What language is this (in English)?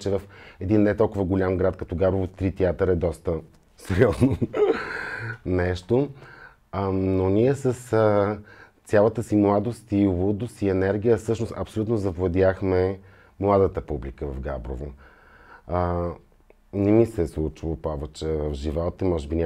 Bulgarian